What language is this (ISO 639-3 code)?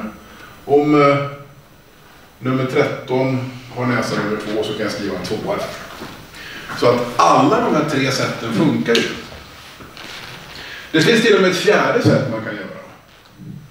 swe